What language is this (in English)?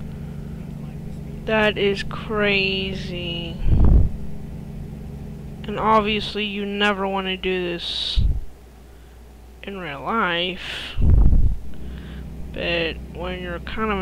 English